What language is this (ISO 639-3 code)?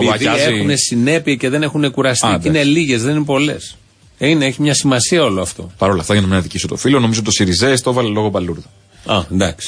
ell